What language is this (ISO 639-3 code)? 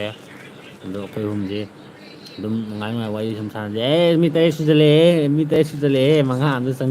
mni